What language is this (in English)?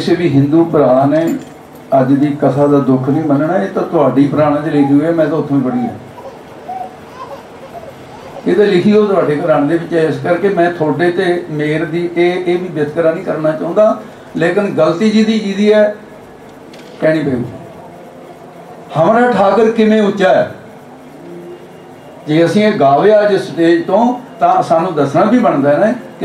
Punjabi